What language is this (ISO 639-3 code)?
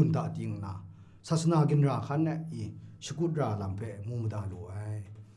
kac